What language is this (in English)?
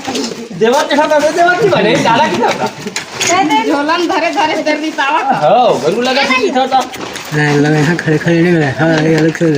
Chhattisgarhi